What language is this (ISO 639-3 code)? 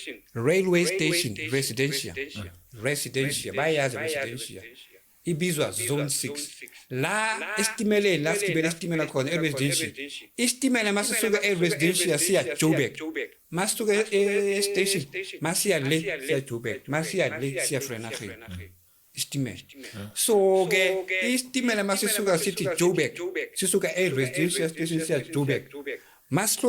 zul